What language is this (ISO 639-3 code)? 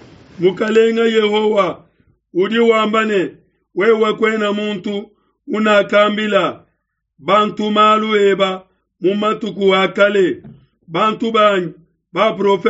lua